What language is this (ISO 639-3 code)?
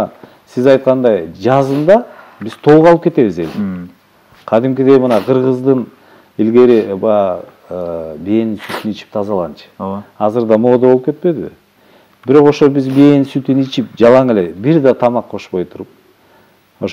kir